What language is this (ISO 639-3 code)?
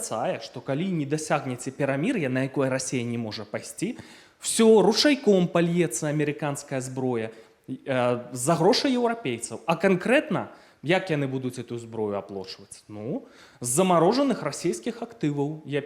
bel